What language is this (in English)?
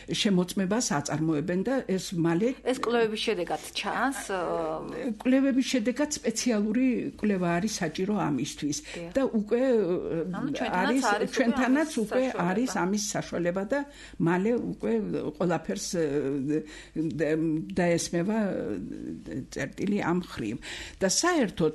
Georgian